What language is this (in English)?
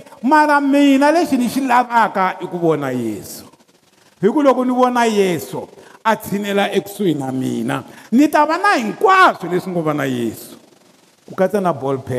Tsonga